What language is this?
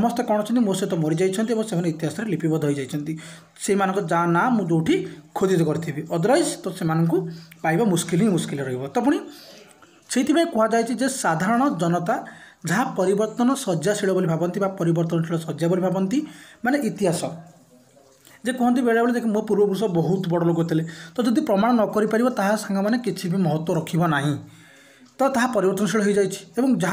Odia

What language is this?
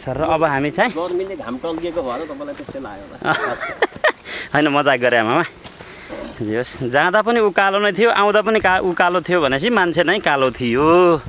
Nepali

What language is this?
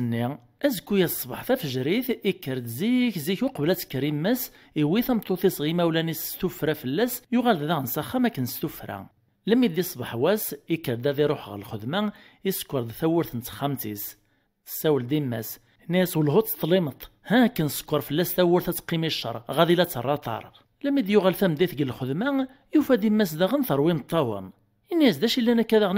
Kabyle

